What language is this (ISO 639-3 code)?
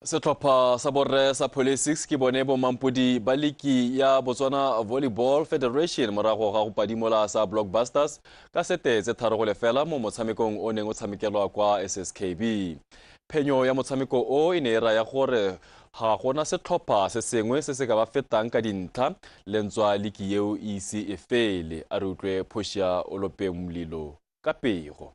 tsn